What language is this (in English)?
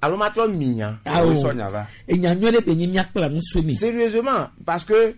Gen